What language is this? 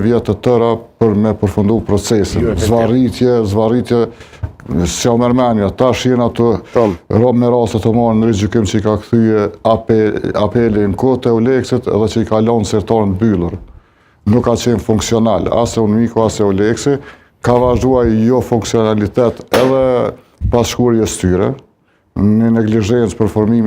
Albanian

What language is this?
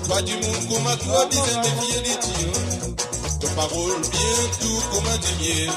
Morisyen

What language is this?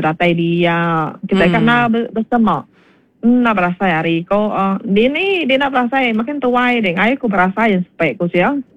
Iban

